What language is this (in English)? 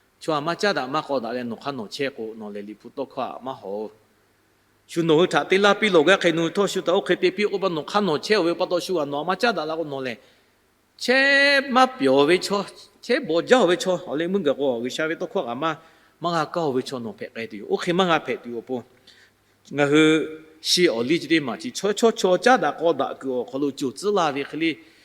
Lahu